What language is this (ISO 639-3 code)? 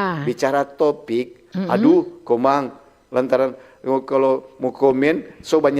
xmm